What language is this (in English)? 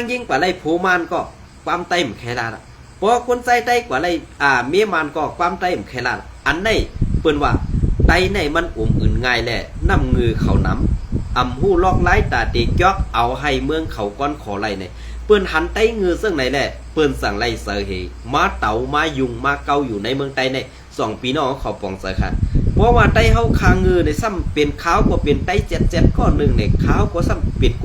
Shan